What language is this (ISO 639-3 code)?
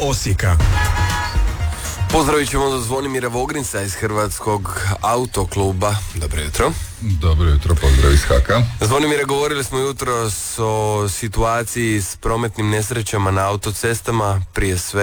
hrv